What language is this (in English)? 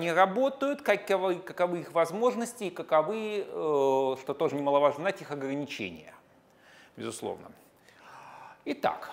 Russian